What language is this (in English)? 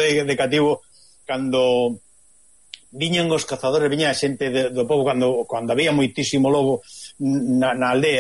Galician